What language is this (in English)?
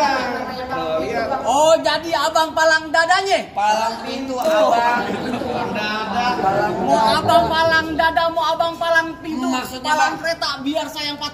Betawi